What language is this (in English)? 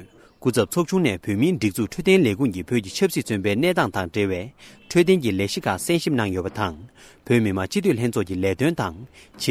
Tibetan